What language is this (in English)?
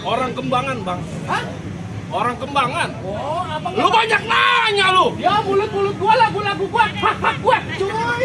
Betawi